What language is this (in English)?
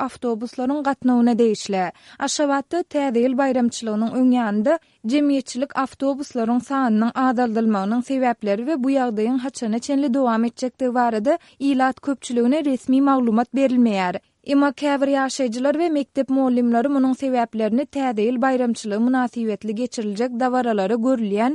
Turkmen